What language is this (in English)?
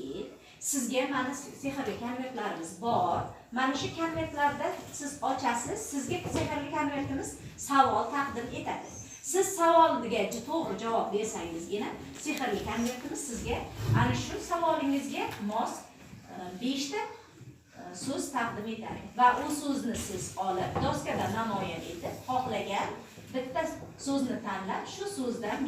Uzbek